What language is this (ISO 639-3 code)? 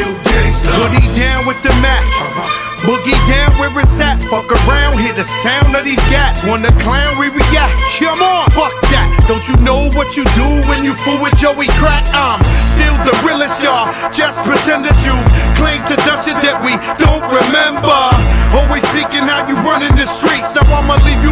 eng